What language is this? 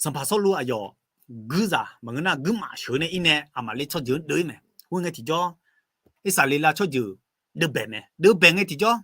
Akha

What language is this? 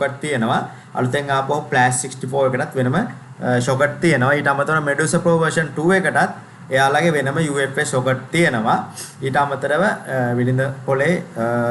Sinhala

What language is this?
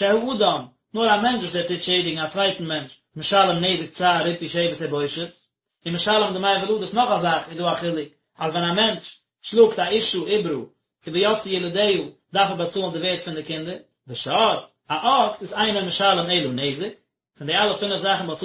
Yiddish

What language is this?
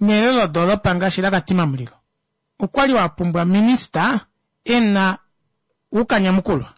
Kuanyama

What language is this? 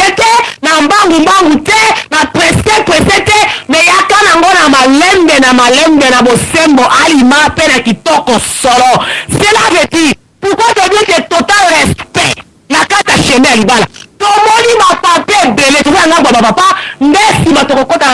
Lingala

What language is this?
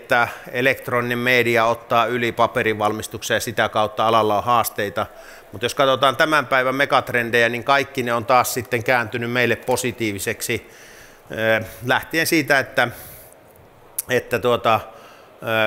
Finnish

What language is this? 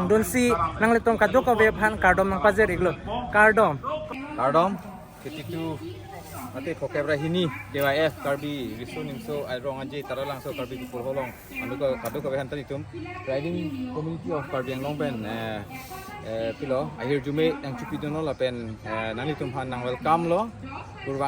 Karbi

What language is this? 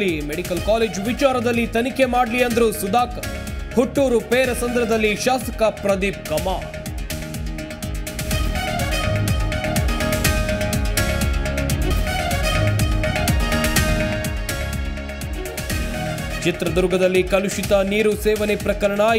Kannada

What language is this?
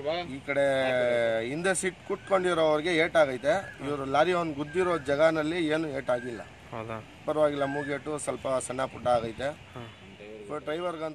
Kannada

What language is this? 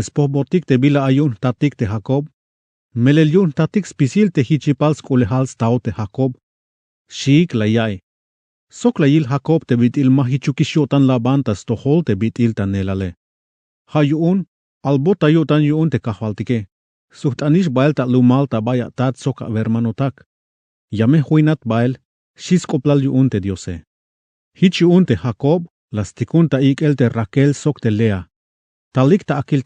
Tzeltal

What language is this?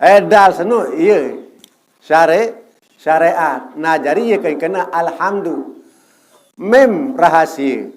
Sasak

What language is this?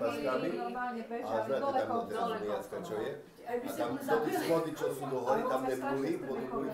Slovak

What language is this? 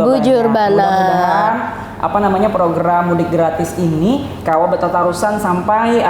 Banjar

